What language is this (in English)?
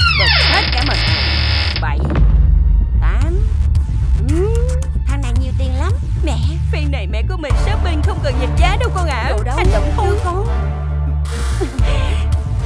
Vietnamese